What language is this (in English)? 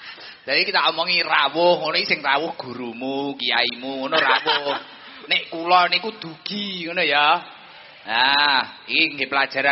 Javanese